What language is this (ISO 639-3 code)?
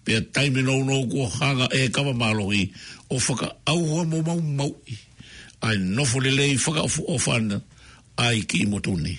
ton